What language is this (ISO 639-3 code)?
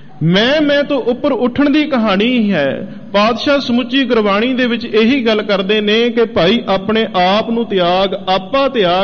pan